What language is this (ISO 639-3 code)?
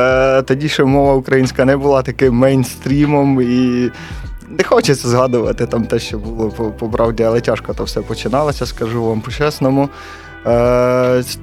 ukr